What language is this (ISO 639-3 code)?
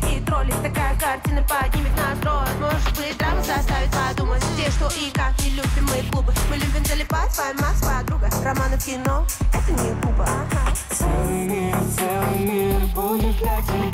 rus